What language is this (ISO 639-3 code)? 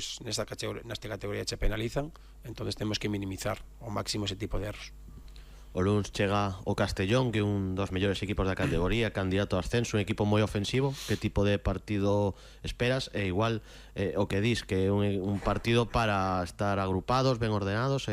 glg